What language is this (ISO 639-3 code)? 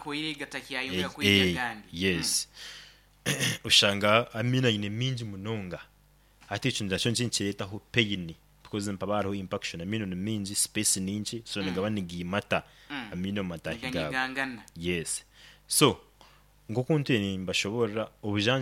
nyo